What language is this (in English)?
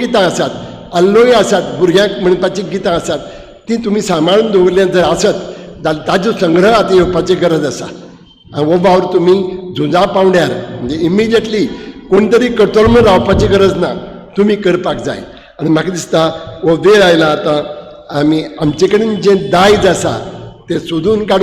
Konkani